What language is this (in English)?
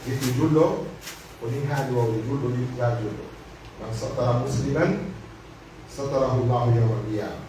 Pular